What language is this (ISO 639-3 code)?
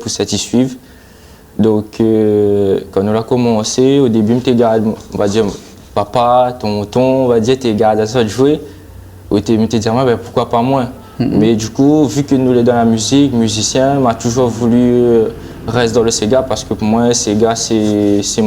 rcf